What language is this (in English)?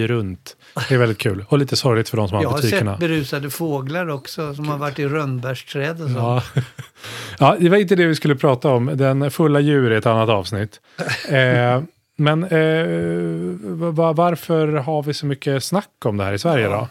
Swedish